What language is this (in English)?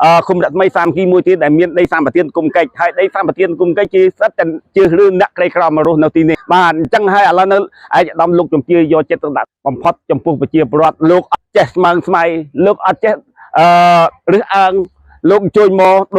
Khmer